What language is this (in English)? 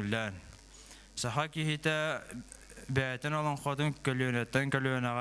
Yakut